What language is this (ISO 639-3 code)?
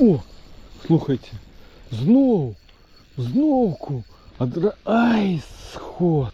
bel